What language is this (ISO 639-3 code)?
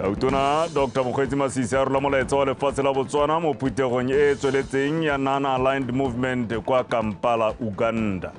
tsn